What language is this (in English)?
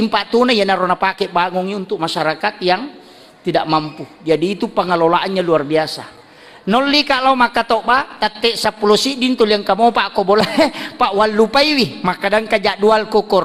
Buginese